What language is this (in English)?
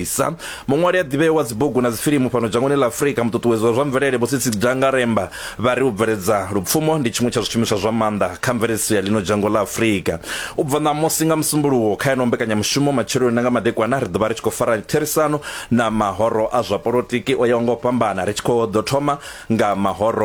Venda